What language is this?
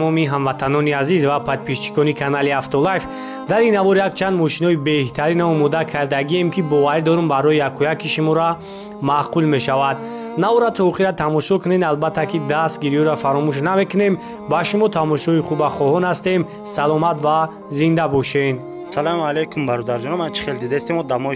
Tajik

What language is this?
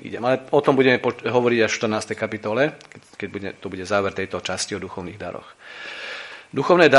Slovak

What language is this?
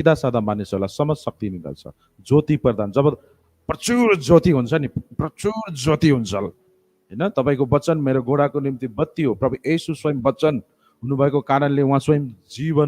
Nepali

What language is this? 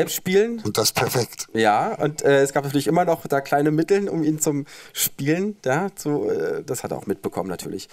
German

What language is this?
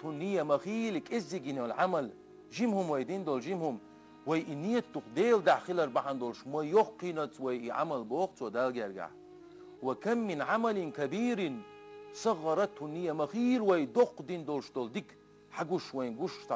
Chechen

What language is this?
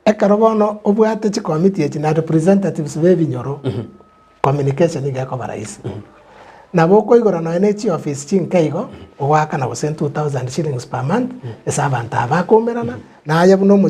Gusii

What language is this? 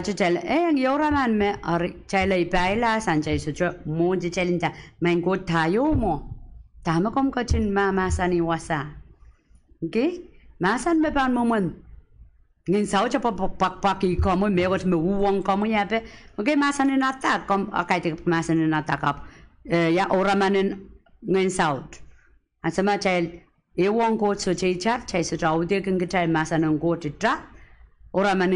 Pohnpeian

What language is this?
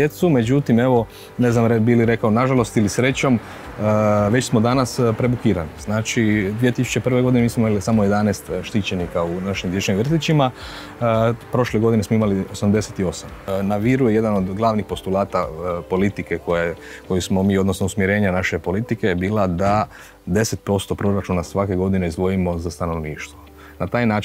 Croatian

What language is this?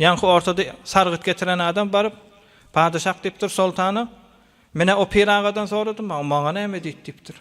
Turkmen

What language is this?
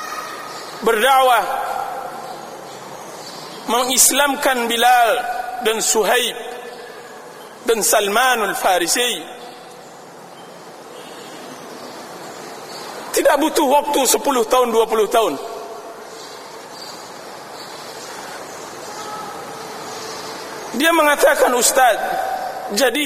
Indonesian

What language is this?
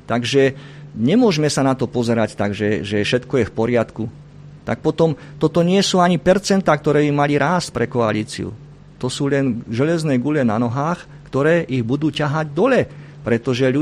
Slovak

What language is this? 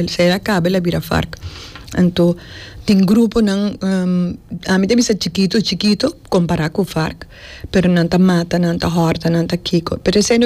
Papiamento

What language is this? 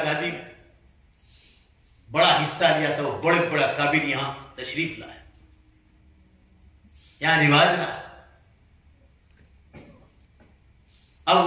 Urdu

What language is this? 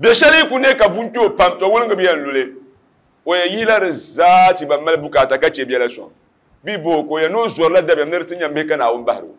Dagbani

